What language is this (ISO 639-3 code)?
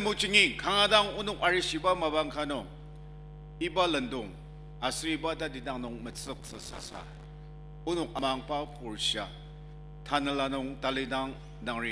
njo